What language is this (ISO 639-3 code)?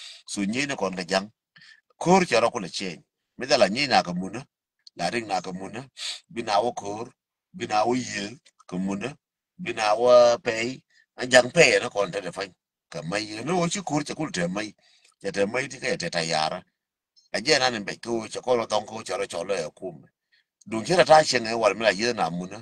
nus